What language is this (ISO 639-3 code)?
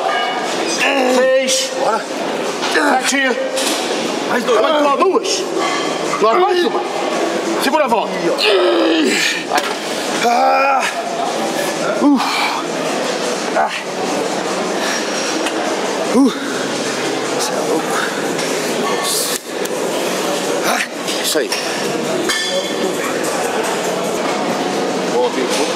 por